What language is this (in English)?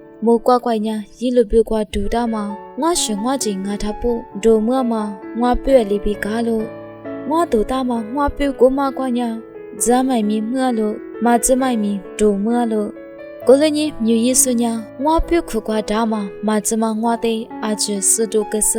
Lisu